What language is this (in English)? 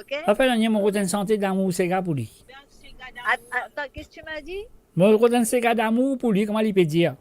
Morisyen